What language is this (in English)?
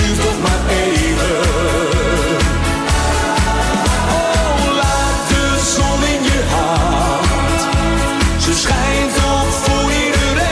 Dutch